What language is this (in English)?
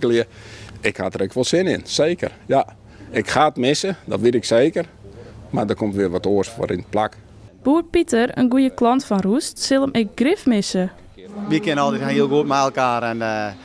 Western Frisian